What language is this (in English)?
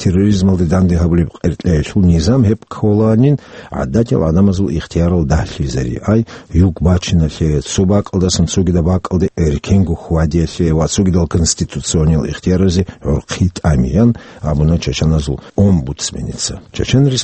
Avaric